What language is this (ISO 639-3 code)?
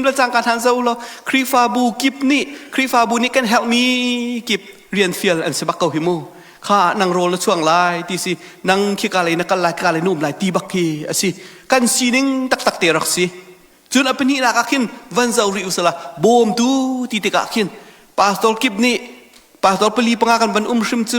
cnh